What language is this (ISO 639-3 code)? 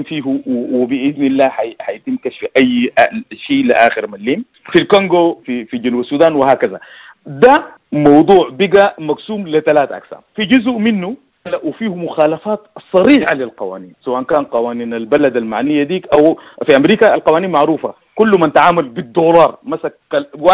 apd